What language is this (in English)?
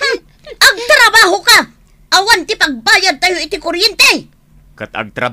Iloko